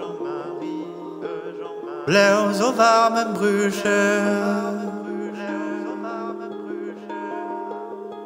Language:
French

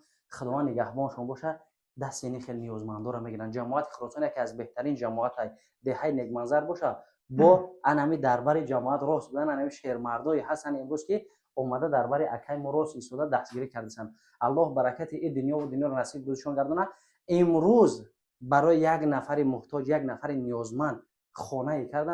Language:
Tajik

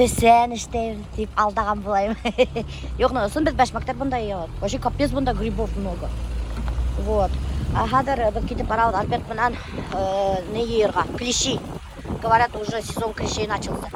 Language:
Bashkir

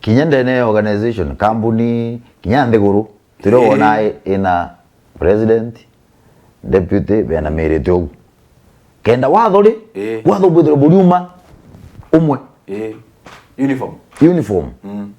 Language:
Meru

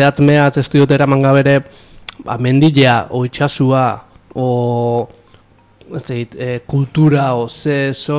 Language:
Basque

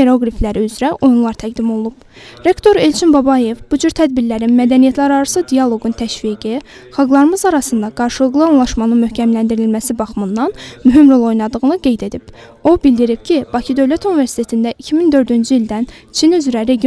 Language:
Azerbaijani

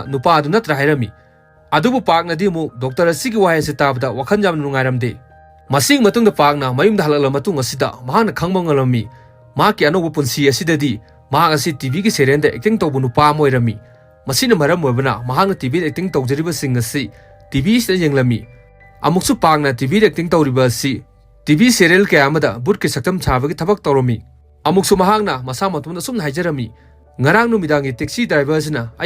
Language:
Manipuri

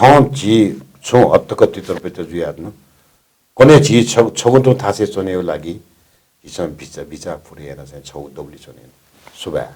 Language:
Newari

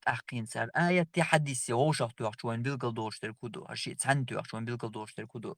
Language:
Chechen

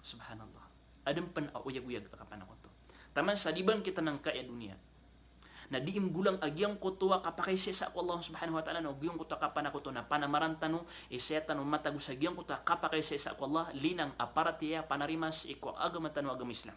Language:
Maranao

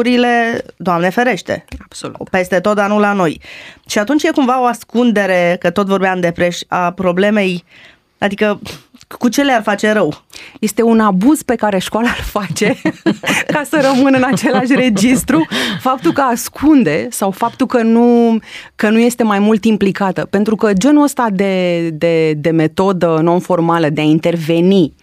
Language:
Romanian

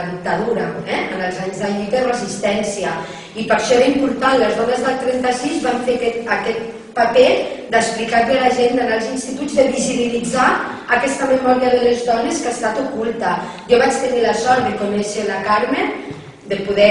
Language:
Catalan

